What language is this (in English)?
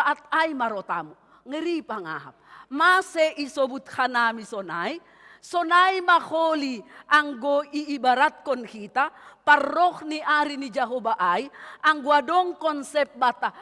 Batak Simalungun